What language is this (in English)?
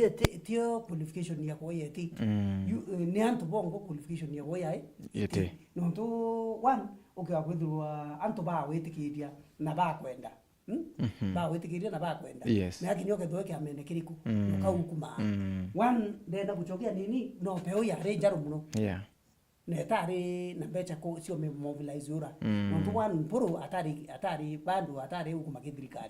Meru